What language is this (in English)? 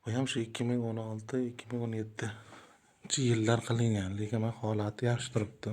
Uzbek